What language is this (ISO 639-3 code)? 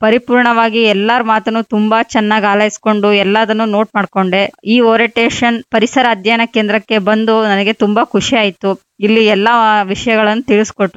kan